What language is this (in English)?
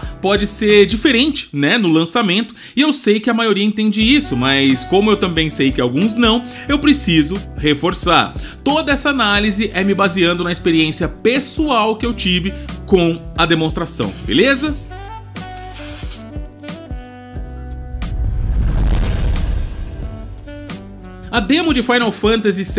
Portuguese